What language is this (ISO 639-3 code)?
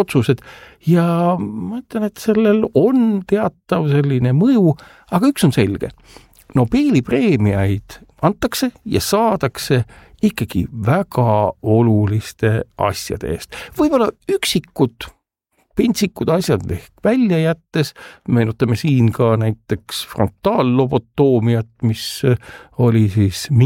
est